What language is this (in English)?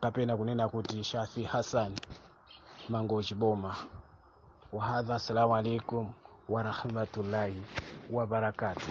Nyanja